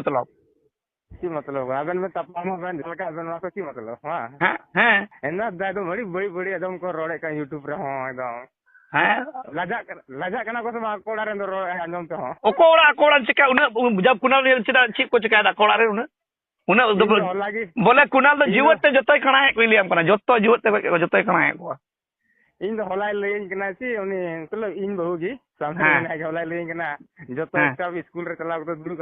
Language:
Santali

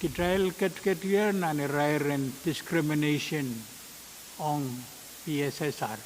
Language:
Pohnpeian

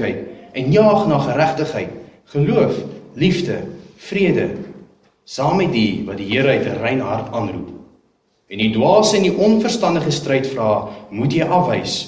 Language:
Afrikaans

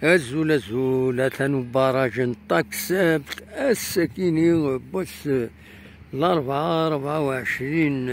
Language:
Kabyle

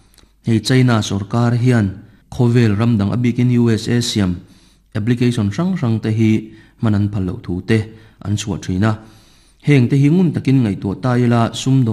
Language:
Mizo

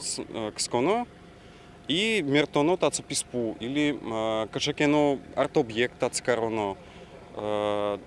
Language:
Udmurt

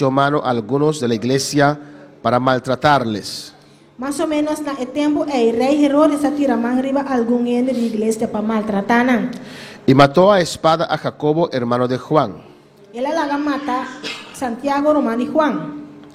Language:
Papiamento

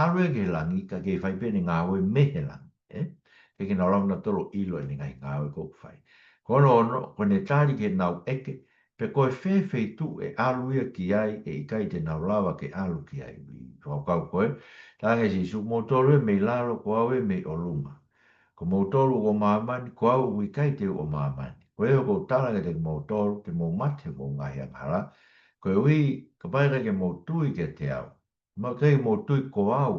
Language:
Tongan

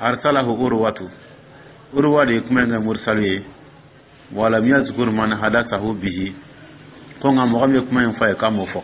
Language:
Dyula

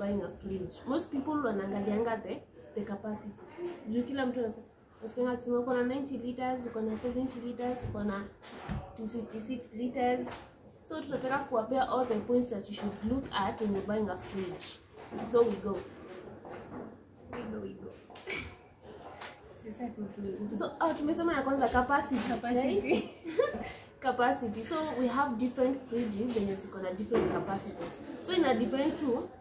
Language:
Swahili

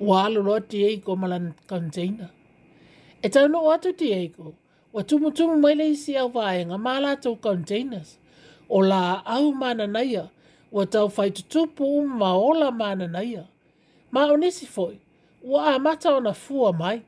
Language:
Samoan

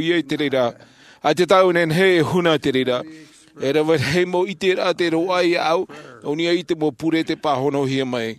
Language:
Tahitian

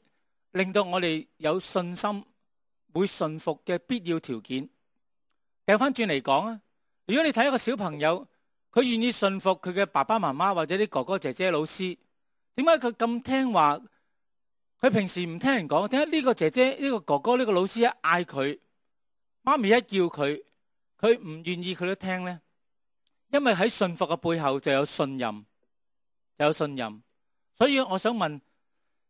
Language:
Cantonese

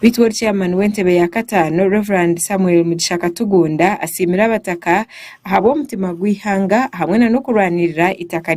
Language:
Nyankole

